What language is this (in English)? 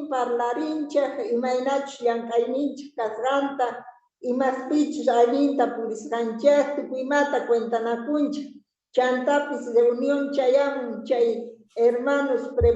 South Bolivian Quechua